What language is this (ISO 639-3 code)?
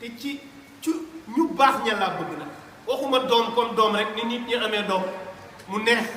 wol